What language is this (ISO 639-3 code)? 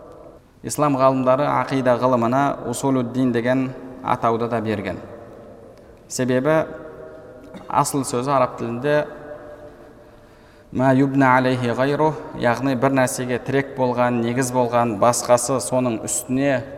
kaz